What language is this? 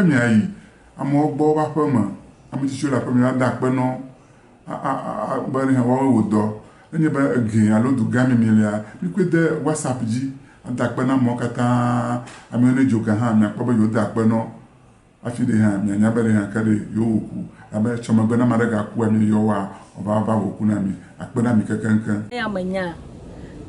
Ewe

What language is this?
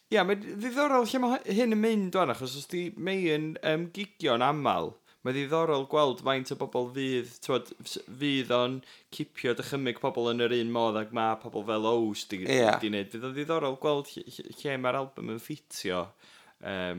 Welsh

